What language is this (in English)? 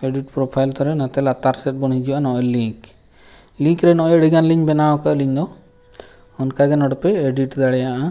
Santali